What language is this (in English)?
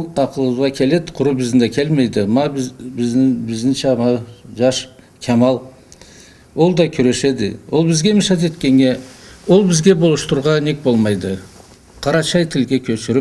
Karachay-Balkar